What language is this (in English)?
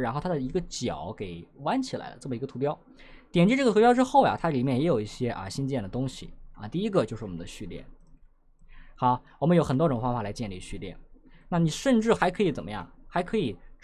Chinese